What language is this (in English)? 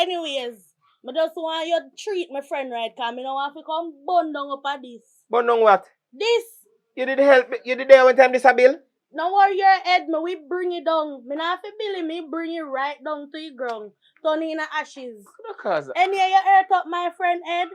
Jamaican Creole English